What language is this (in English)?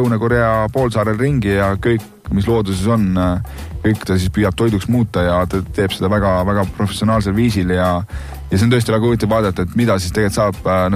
Estonian